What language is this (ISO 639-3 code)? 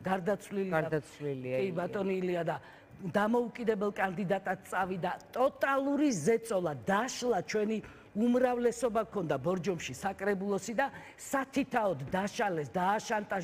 kat